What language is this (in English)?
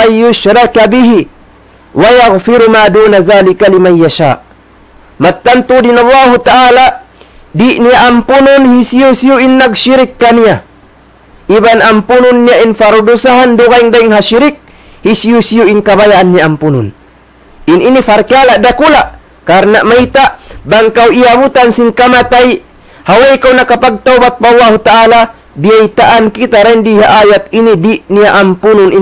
Tausug